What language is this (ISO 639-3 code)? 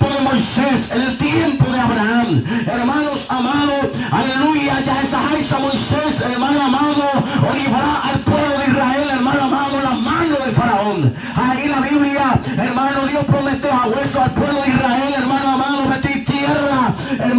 grn